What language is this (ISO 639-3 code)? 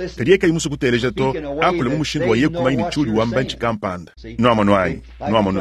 lua